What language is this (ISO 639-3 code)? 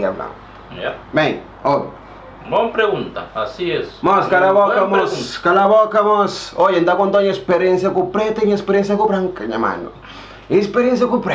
kea